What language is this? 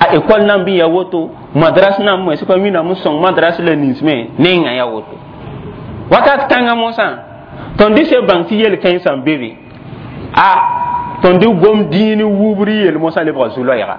Mossi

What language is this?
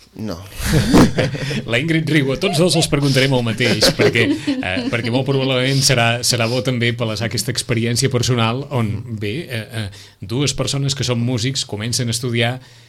Catalan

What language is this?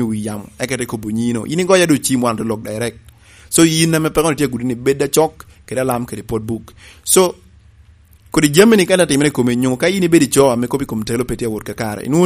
Lango (Uganda)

